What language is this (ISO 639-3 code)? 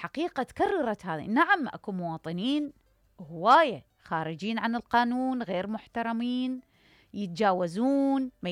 acm